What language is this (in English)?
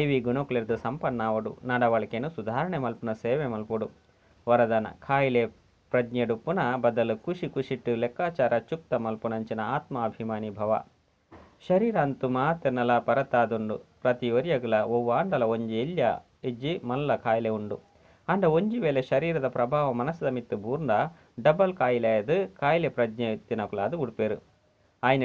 Tulu